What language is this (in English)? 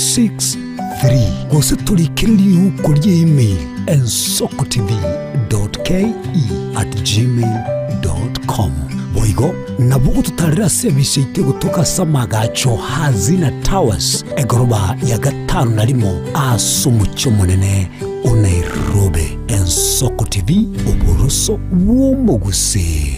Gusii